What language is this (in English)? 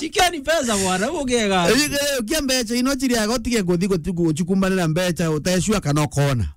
Meru